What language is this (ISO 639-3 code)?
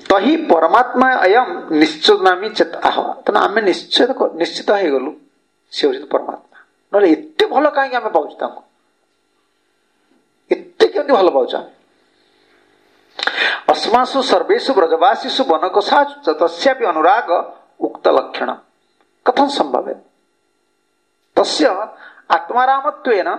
ori